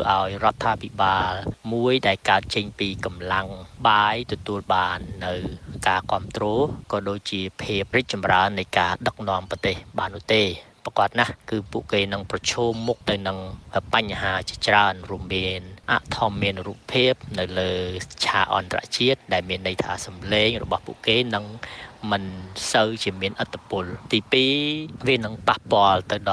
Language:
Khmer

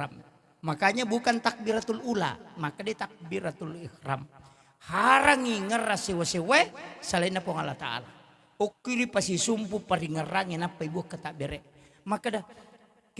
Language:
Buginese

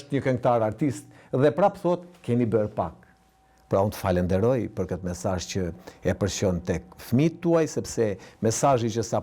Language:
Albanian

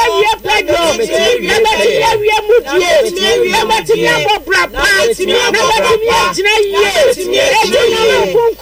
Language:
Akan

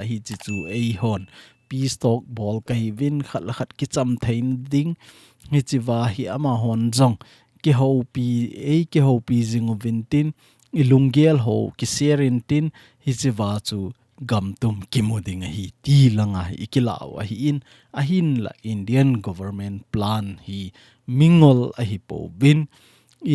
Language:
Thado Chin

